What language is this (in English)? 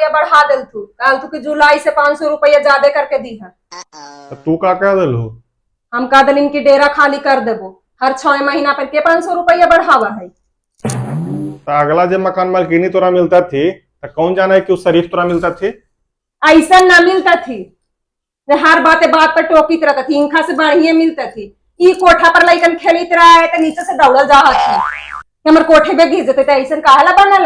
Magahi